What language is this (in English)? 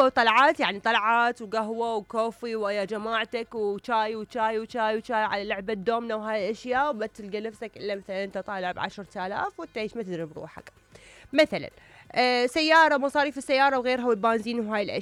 Mesopotamian Arabic